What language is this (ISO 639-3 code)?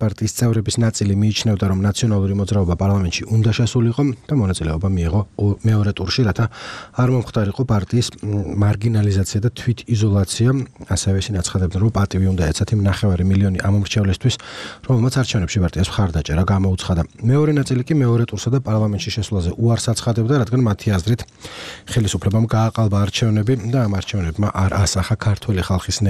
kat